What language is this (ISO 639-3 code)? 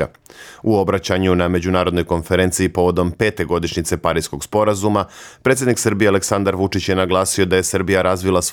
srp